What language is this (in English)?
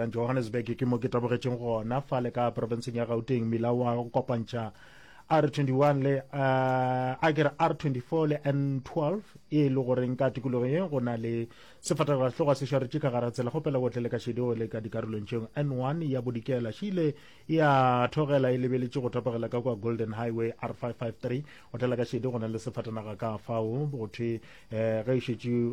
Northern Sotho